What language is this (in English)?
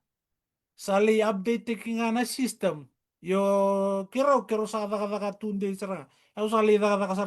Fijian